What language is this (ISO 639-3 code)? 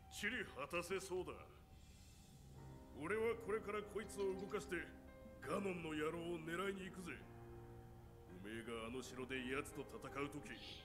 jpn